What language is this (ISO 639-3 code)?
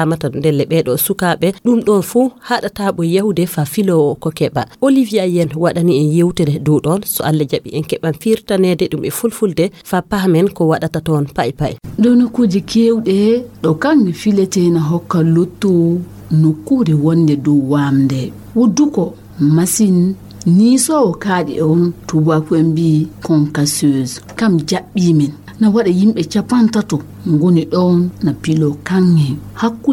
ful